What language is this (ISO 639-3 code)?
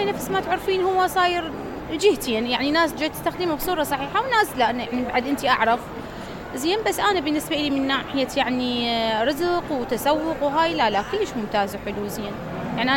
acm